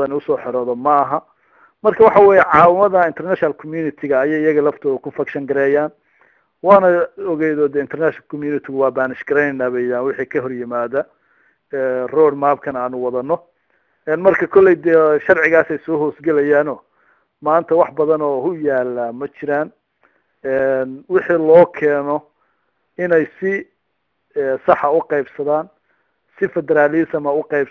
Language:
Somali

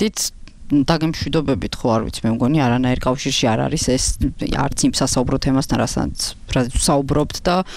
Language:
Georgian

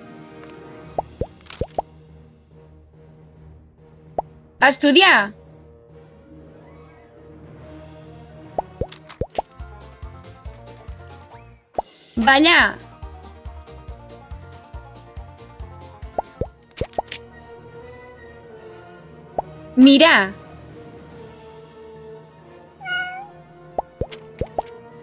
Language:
Catalan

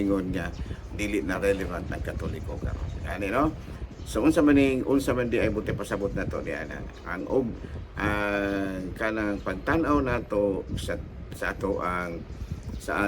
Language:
Cebuano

